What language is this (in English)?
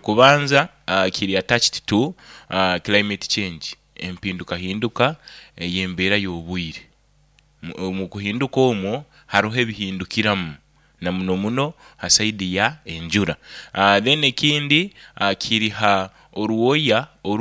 Nyoro